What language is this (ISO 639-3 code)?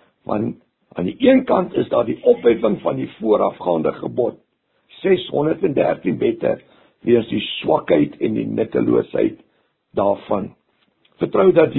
afr